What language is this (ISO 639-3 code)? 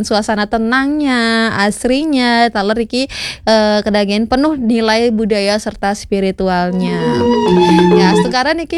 ban